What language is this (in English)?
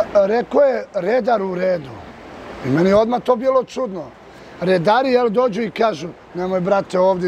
Serbian